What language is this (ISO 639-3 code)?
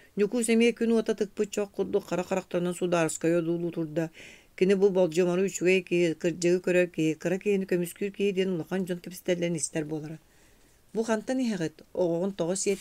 sah